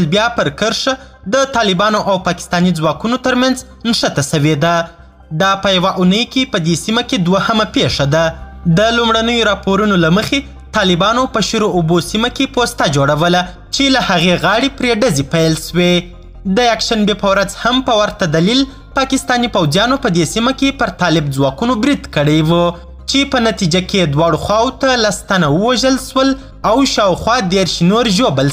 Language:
Pashto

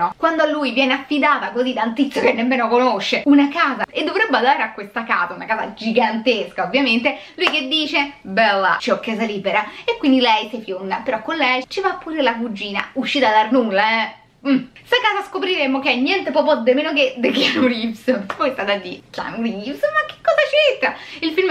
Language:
Italian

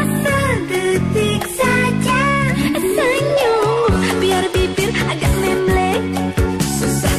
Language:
Indonesian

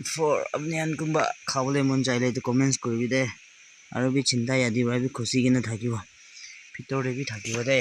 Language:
Naga Pidgin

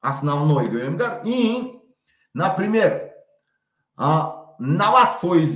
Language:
Tajik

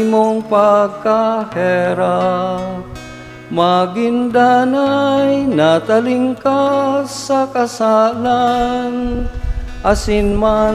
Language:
Bikol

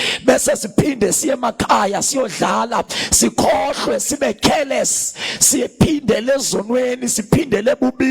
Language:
Zulu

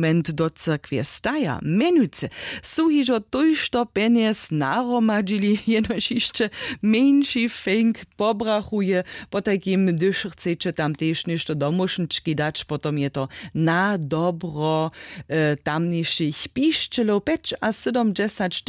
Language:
Upper Sorbian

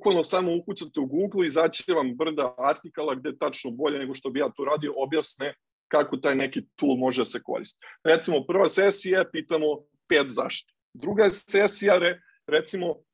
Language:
Serbian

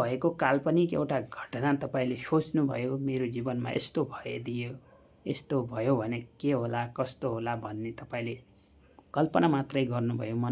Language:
Nepali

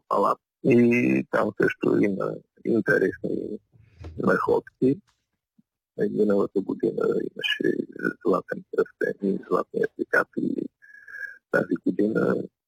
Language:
Bulgarian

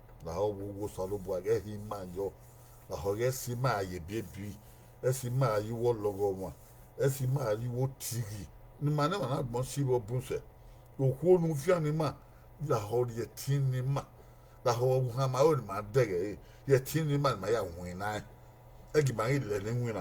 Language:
Bini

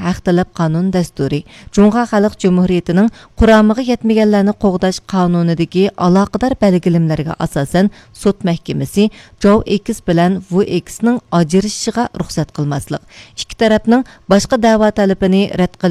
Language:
Uyghur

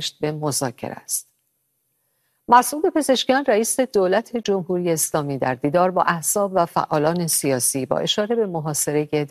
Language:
Persian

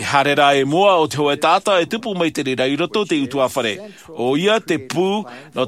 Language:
Tahitian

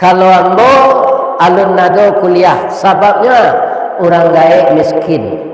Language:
Minangkabau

